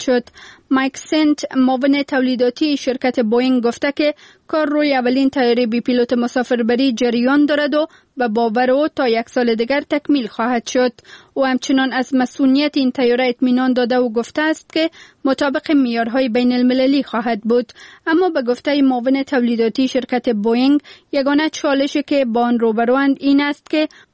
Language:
Persian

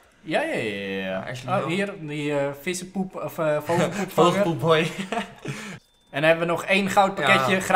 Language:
Dutch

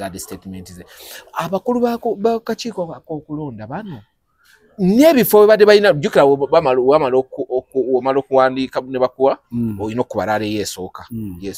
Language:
Ganda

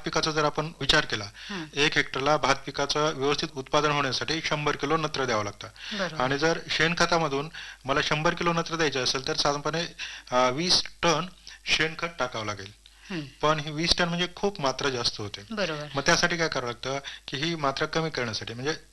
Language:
Marathi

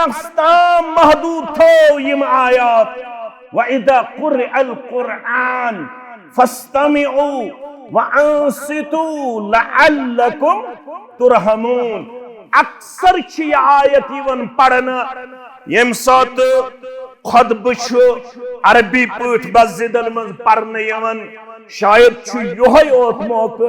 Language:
Kashmiri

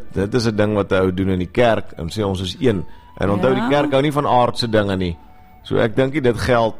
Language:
Afrikaans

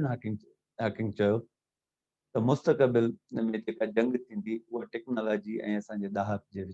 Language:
Sindhi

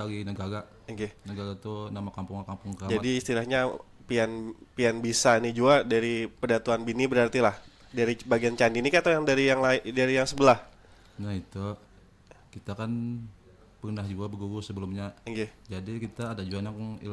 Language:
Banjar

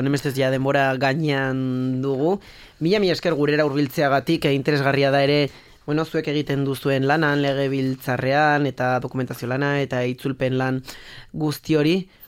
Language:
Basque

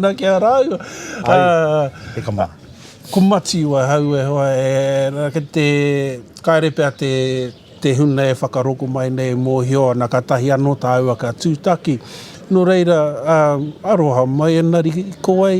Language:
Māori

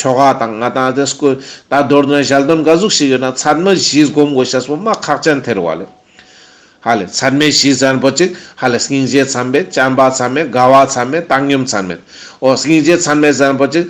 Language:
Ladakhi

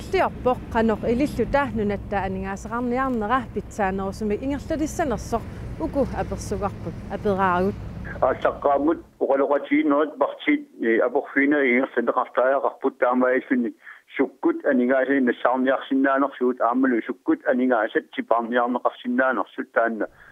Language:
Kalaallisut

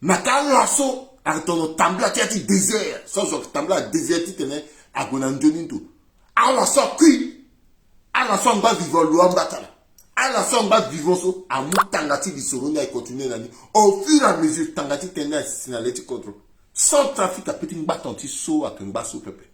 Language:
Sango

